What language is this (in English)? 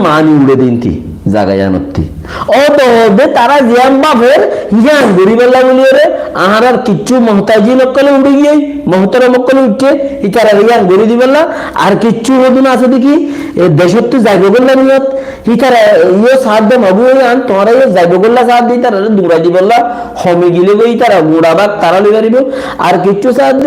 Rohingya